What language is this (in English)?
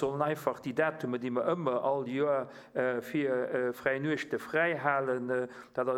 Luxembourgish